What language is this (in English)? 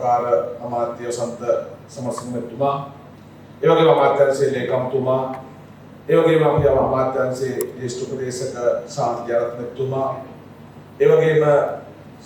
Sinhala